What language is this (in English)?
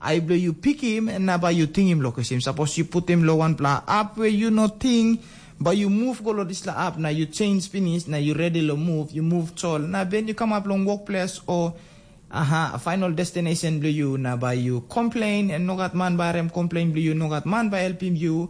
Tok Pisin